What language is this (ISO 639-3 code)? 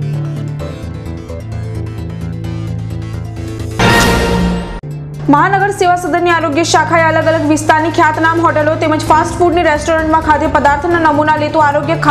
guj